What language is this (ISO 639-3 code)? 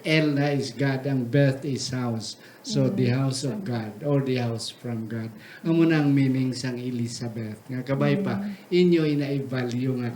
hil